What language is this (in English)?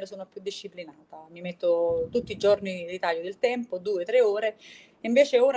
Italian